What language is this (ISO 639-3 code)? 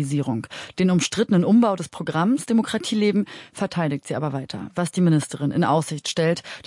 deu